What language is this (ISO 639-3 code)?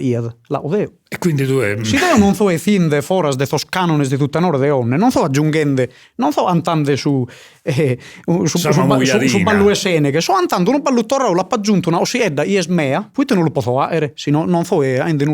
srd